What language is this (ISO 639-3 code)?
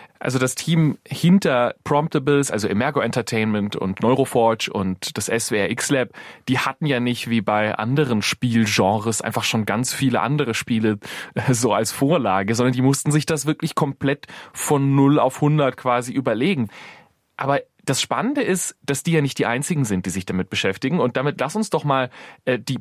deu